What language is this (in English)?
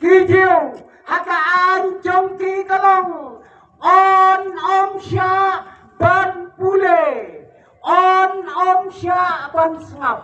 Khasi